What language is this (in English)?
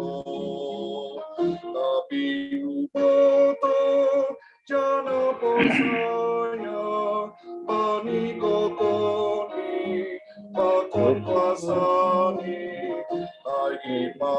Batak Simalungun